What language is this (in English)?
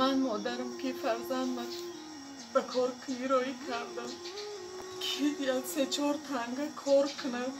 Tajik